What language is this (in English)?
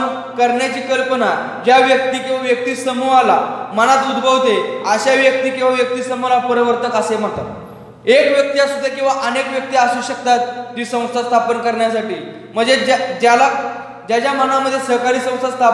Marathi